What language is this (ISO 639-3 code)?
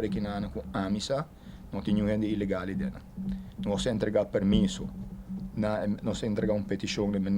pap